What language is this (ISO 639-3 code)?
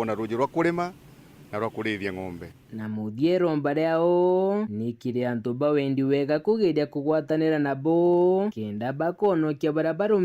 mer